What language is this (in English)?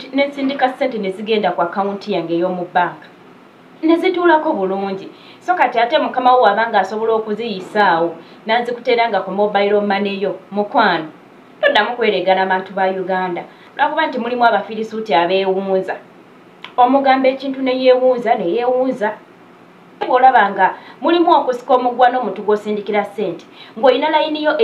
Ganda